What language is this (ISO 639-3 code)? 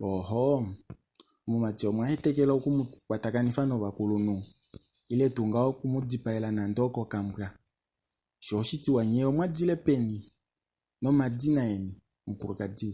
kua